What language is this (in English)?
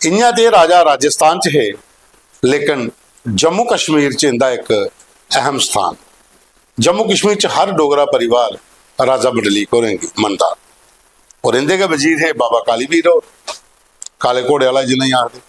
Dogri